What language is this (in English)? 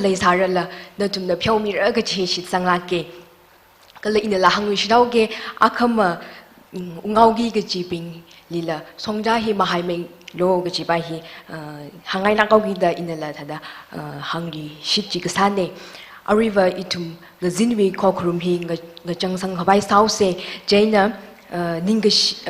Tangkhul Naga (India)